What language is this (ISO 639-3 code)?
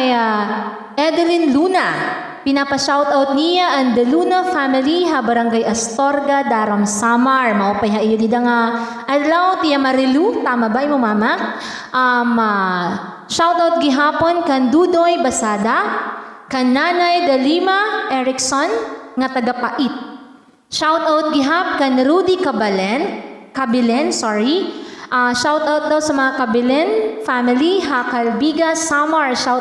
war